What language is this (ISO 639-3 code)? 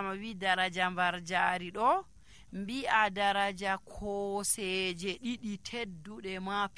fuv